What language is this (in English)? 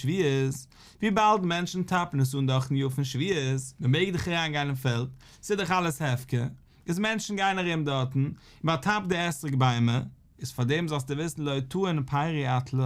Yiddish